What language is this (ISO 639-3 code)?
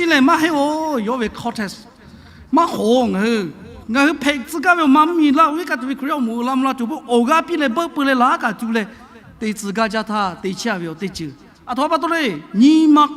lhu